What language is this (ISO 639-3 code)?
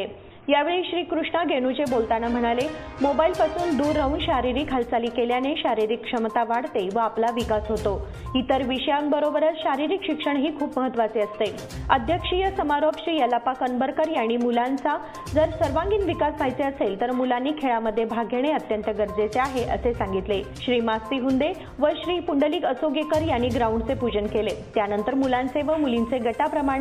mar